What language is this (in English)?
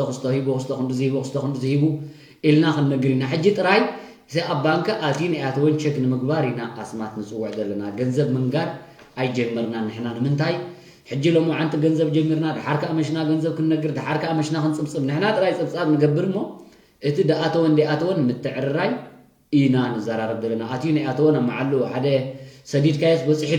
Tigrinya